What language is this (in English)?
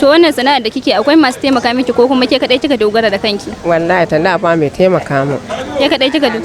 Hausa